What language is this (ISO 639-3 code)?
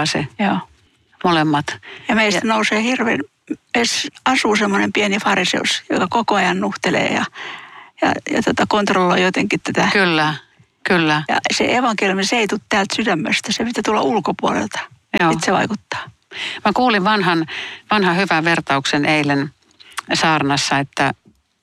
fin